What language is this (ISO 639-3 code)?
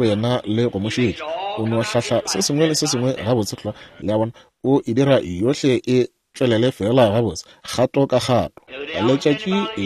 nso